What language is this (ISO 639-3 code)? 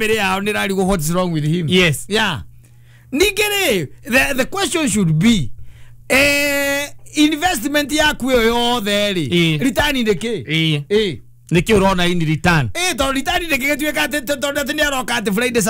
kik